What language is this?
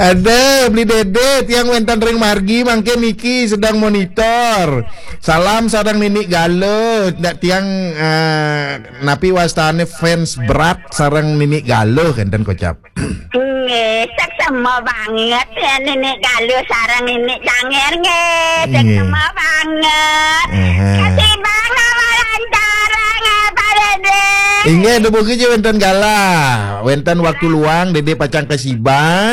Balinese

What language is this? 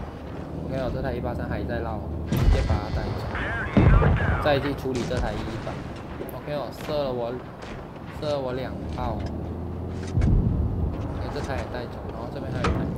Chinese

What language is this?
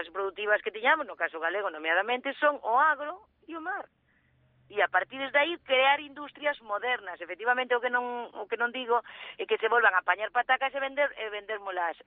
Galician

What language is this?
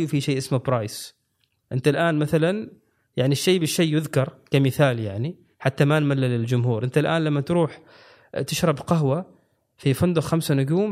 Gulf Arabic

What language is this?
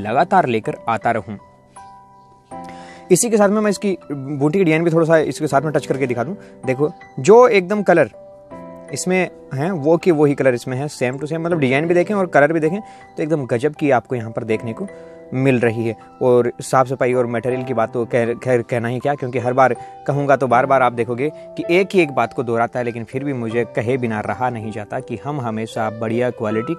Hindi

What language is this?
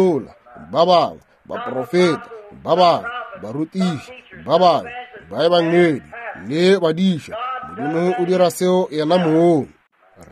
Northern Sotho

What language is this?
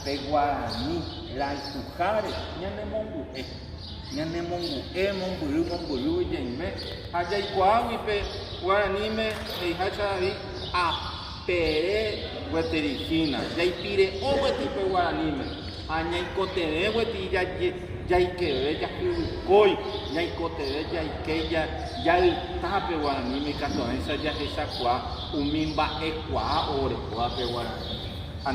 Guarani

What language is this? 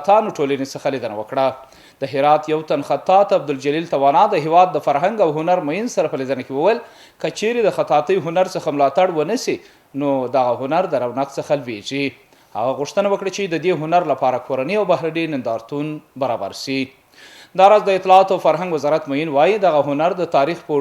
Pashto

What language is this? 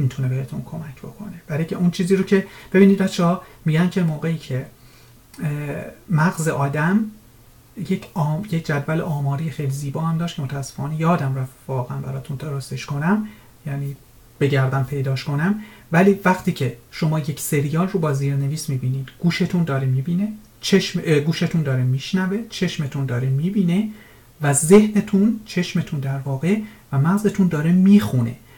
Persian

